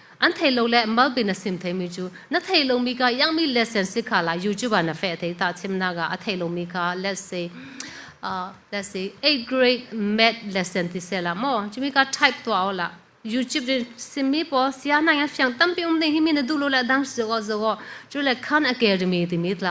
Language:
Falam Chin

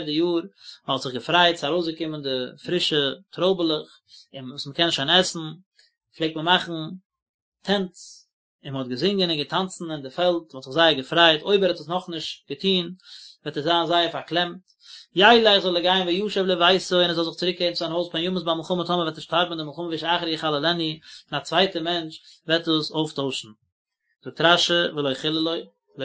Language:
Yiddish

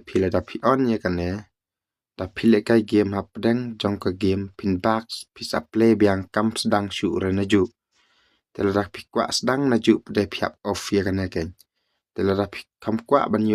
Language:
Khasi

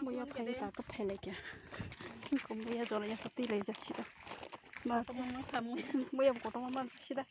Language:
Kok Borok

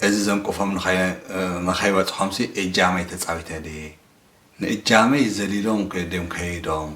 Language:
Tigrinya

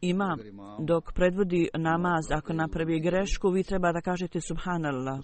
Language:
Bosnian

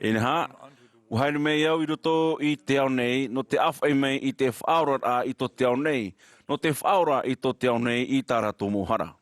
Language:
Tahitian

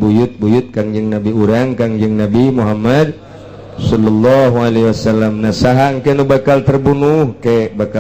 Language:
Sundanese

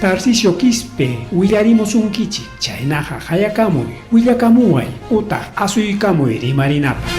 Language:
Ayacucho Quechua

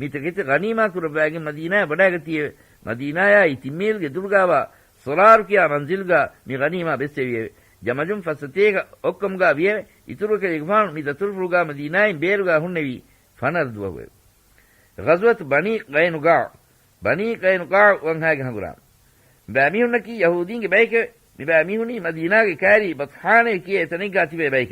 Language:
Divehi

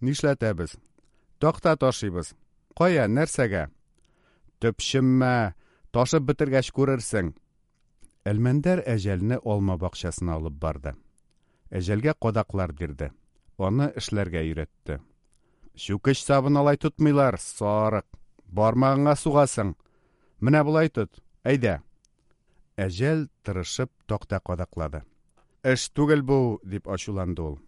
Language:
Tatar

